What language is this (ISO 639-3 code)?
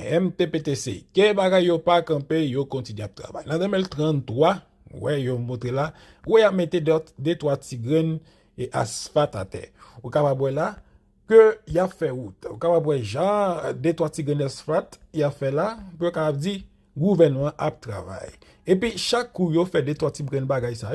hat